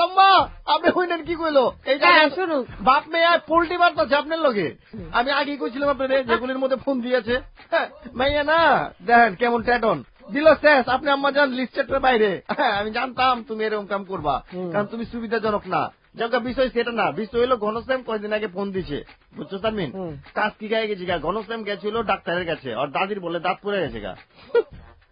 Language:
Bangla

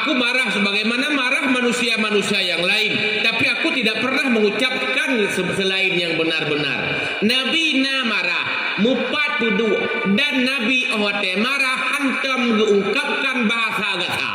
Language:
Achinese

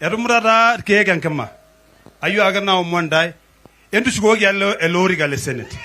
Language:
Masai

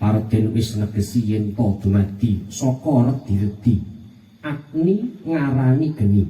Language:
Javanese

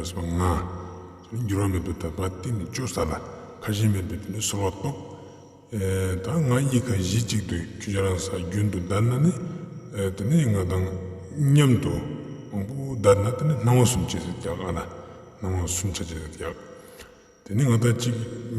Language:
Ladakhi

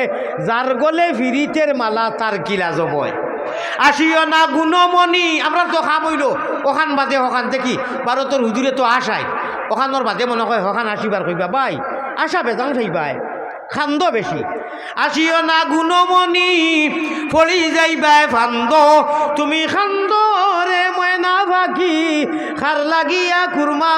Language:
Sylheti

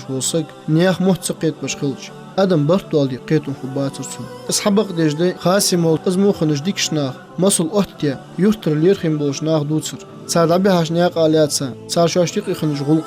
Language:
Ingush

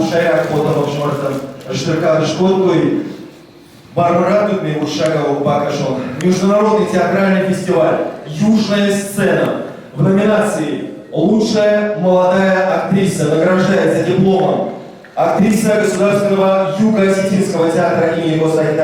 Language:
Ossetic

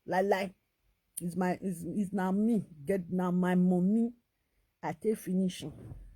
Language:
Nigerian Pidgin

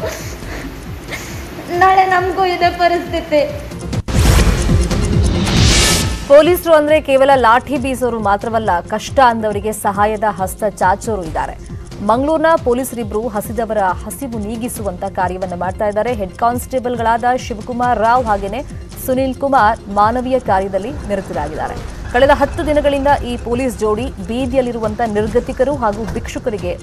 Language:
Kannada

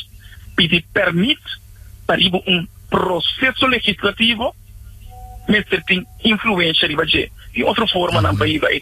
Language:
Papiamento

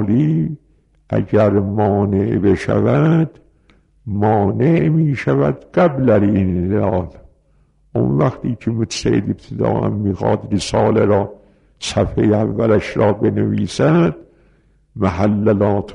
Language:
Persian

